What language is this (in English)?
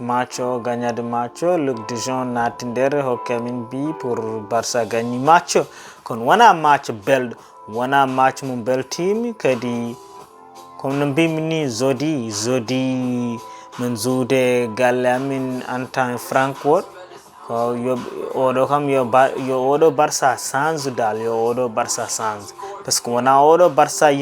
Fula